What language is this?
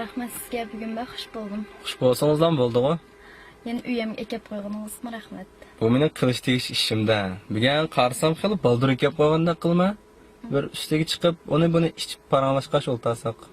Uyghur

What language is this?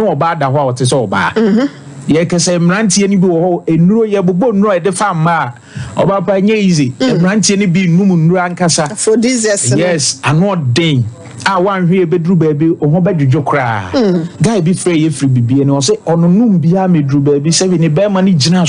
Akan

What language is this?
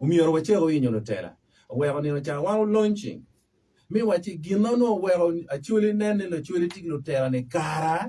Acoli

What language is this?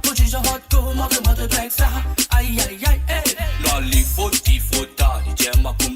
Morisyen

